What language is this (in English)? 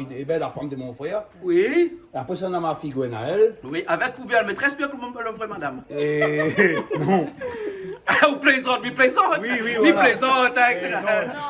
Réunion Creole French